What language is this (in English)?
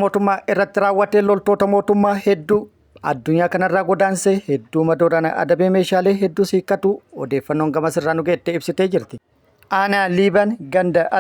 Oromo